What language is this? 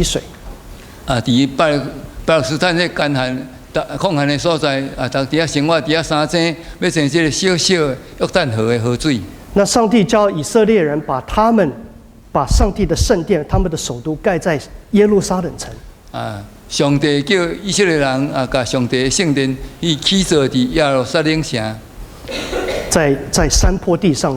Min Nan Chinese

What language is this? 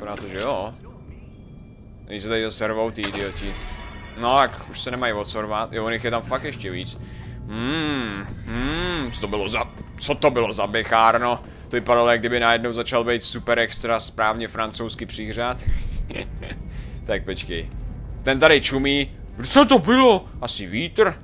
Czech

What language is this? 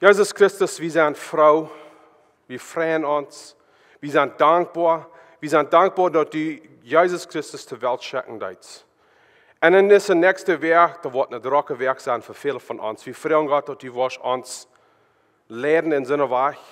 Plautdietsch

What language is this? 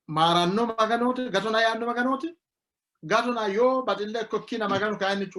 Sidamo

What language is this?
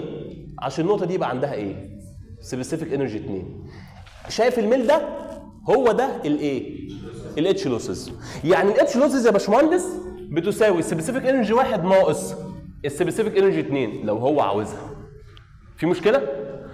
Egyptian Arabic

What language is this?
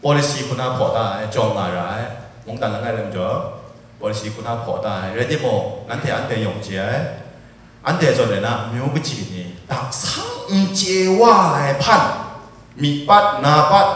Kachin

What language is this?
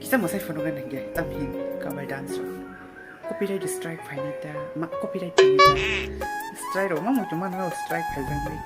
Kok Borok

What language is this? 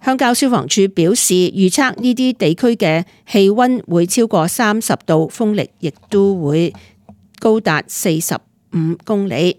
Cantonese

